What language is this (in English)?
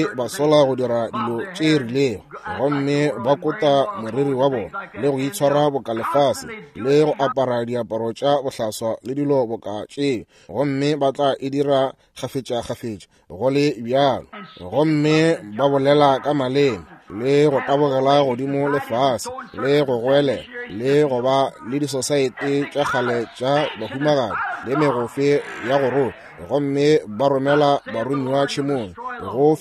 Northern Sotho